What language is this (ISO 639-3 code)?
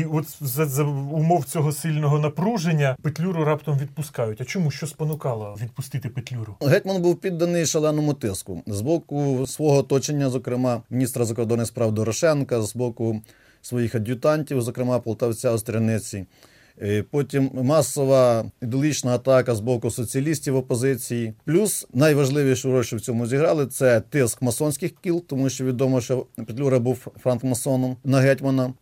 ukr